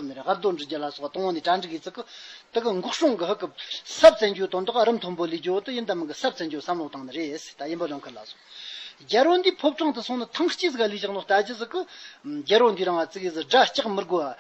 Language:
Tibetan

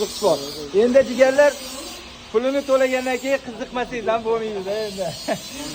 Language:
Uzbek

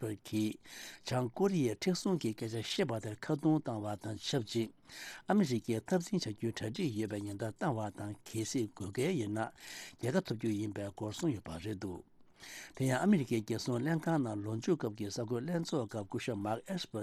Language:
Tibetan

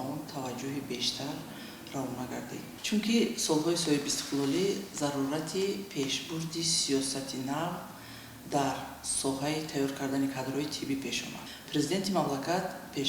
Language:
Tajik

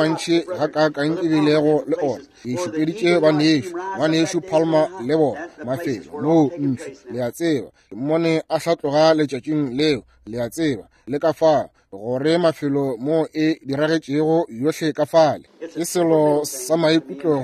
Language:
Northern Sotho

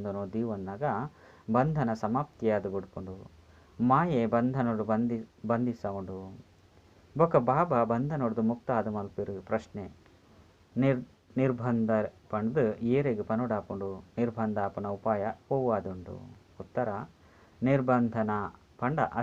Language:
Tulu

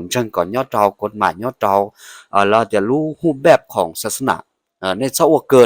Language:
Hmong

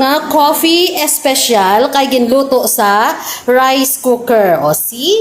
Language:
Hiligaynon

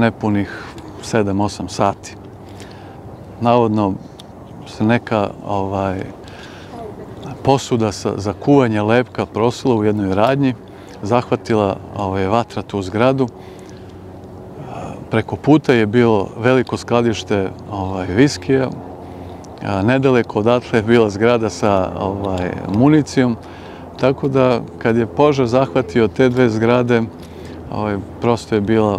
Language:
Serbian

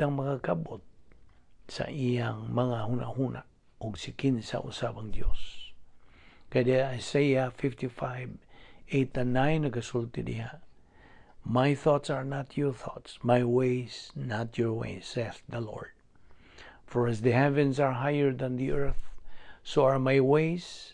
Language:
Cebuano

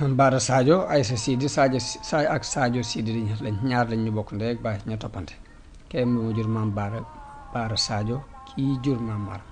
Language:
Wolof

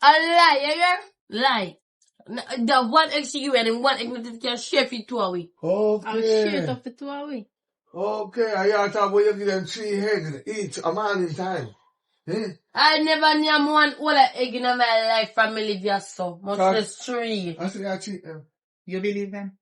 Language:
Jamaican Creole English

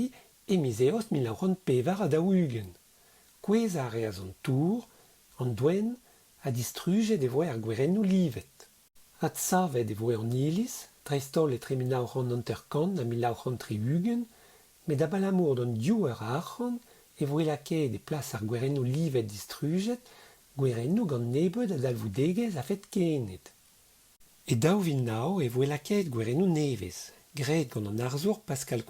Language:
Breton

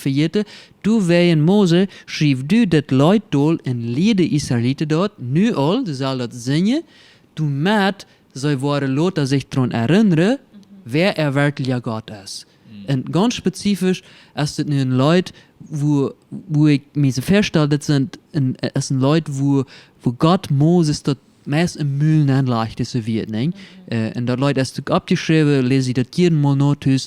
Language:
Plautdietsch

